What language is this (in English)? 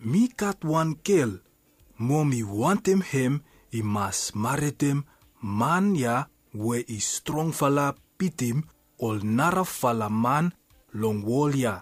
Bislama